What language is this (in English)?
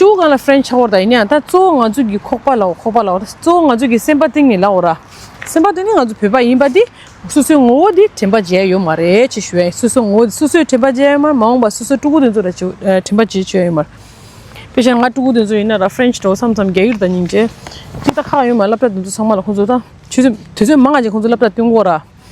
Tibetan